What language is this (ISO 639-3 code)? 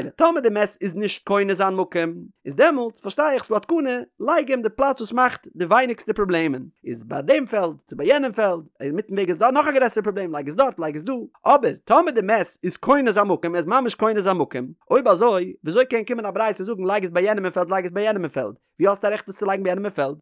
yid